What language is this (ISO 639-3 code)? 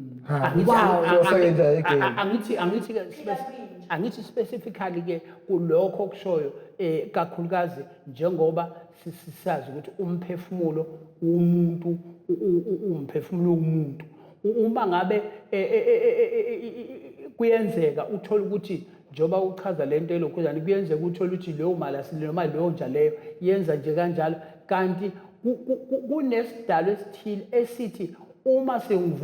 zul